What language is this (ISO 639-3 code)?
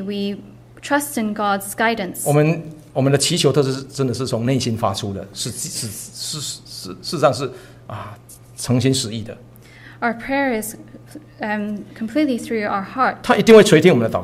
zho